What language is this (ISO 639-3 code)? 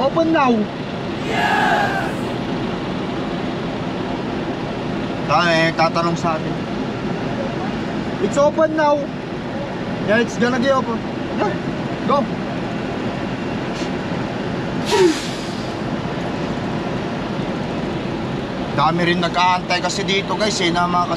fil